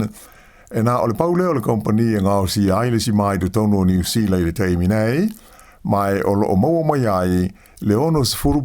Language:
Samoan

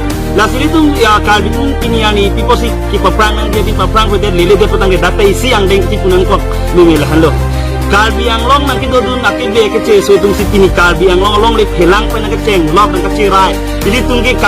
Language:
Karbi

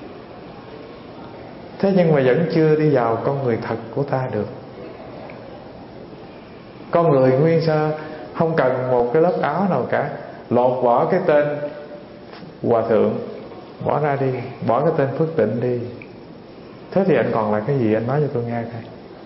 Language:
Vietnamese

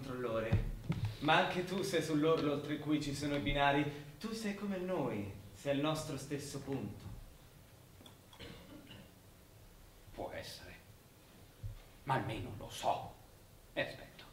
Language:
Italian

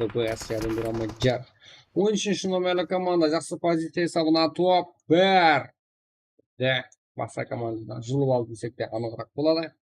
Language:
Kara-Kalpak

